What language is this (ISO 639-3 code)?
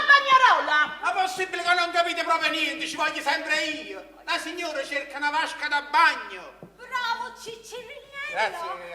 nap